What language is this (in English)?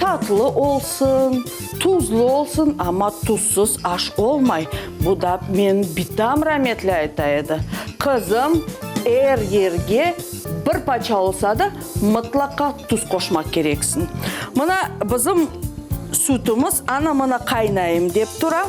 Crimean Tatar